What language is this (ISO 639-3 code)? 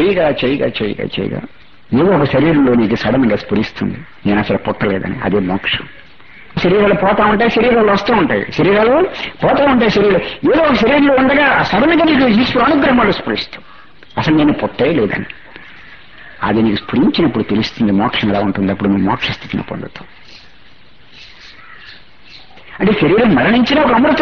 tel